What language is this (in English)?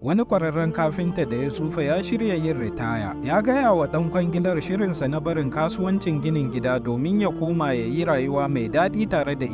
Hausa